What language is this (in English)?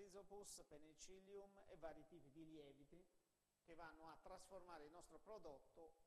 Italian